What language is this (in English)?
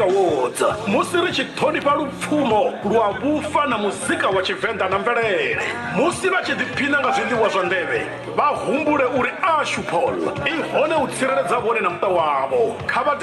Venda